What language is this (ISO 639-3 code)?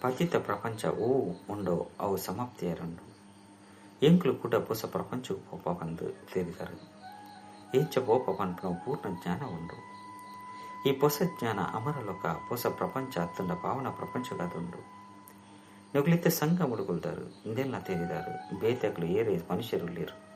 tcy